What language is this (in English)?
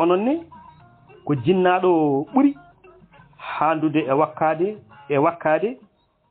Fula